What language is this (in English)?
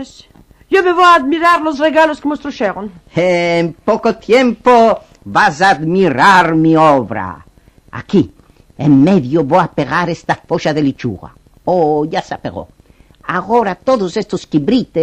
Ladino